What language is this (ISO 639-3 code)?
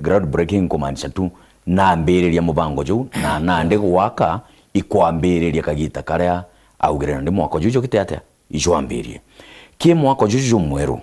mer